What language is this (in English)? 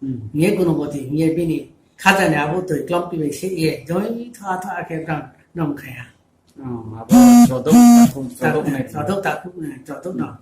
Riang (India)